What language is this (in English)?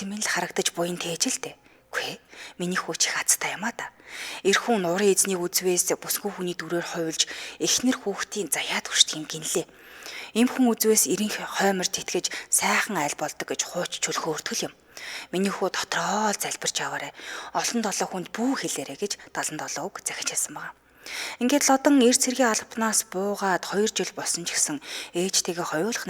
Mongolian